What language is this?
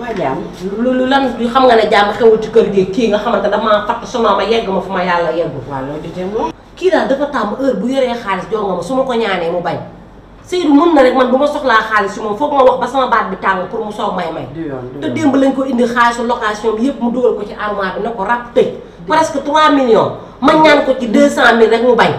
Wolof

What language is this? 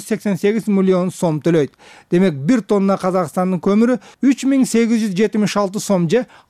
Kyrgyz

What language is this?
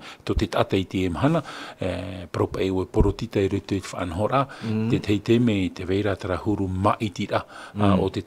Tahitian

